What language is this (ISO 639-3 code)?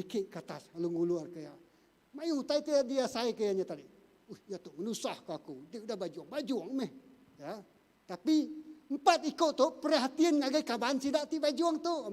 iba